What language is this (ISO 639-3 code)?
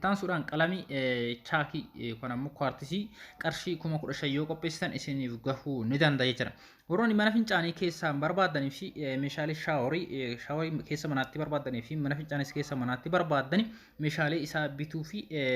orm